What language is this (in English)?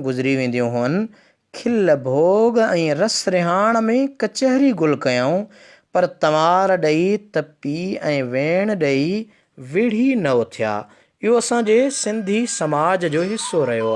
Sindhi